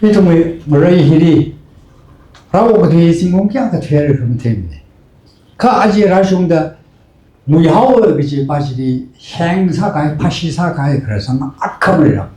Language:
Tangkhul Naga (India)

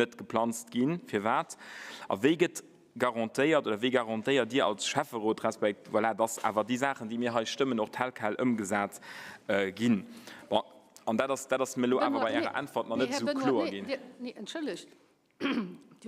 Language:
Luxembourgish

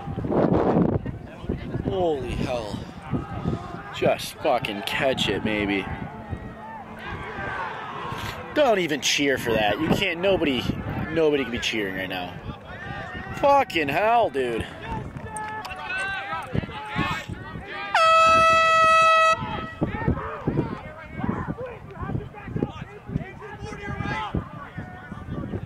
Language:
English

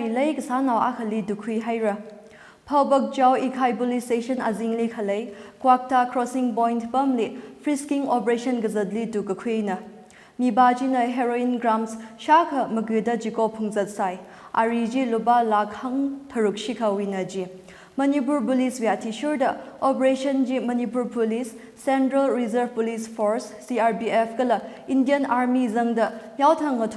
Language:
Tangkhul Naga (India)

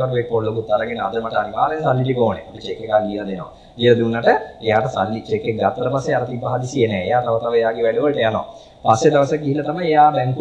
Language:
Sinhala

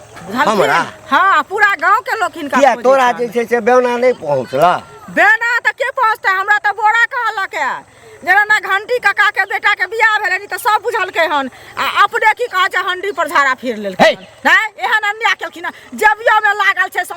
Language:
Maithili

